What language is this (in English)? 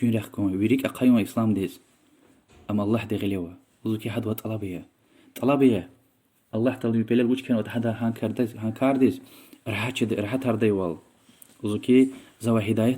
Lezghian